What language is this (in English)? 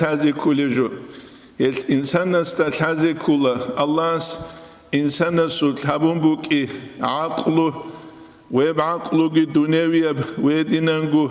Avaric